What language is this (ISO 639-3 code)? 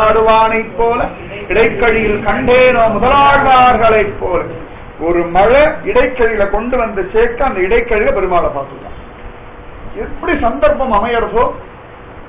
tam